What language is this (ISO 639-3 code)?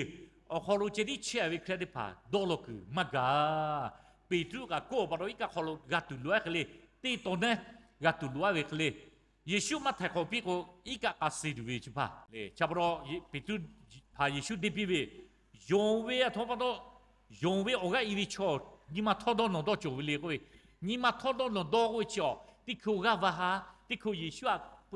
lhu